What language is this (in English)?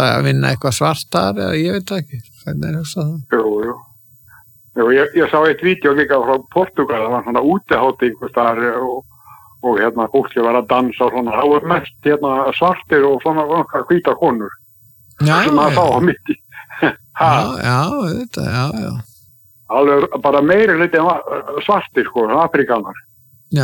Icelandic